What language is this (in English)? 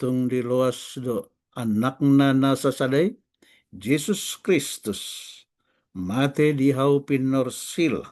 Batak Toba